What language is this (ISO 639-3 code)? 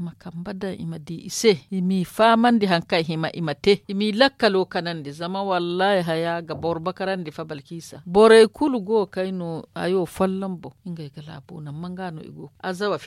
dje